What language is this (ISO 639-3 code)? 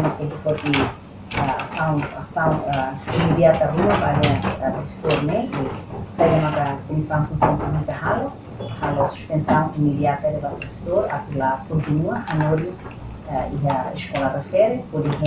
tet